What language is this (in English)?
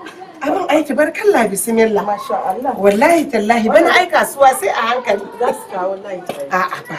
Hausa